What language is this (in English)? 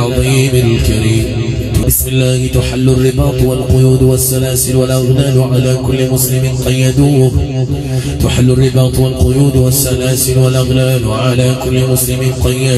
Arabic